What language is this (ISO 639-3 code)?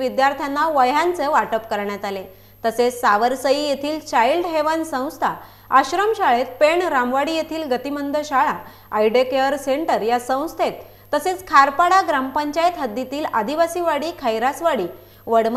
mar